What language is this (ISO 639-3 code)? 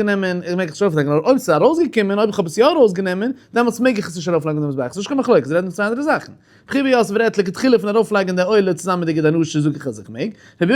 yid